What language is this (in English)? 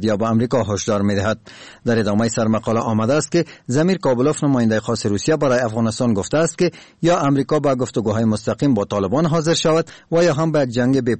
Persian